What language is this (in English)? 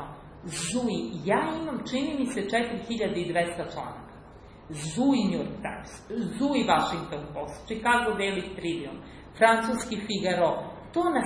Serbian